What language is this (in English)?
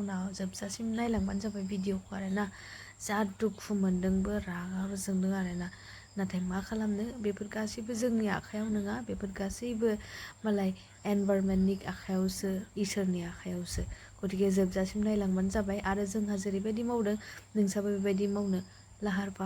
Bodo